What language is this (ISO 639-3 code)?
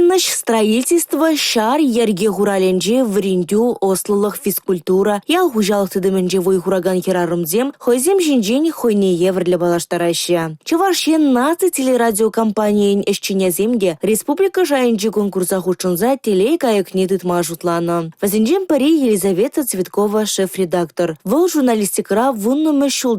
chv